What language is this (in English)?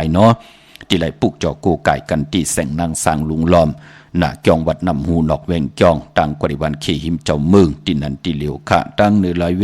Shan